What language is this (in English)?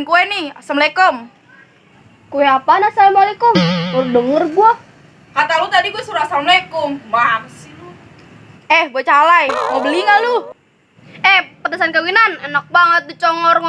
Betawi